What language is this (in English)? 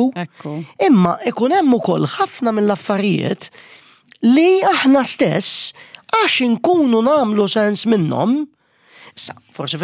Maltese